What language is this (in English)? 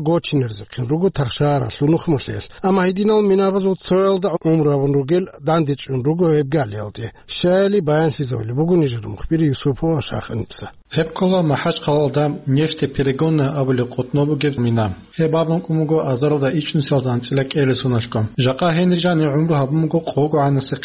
Avaric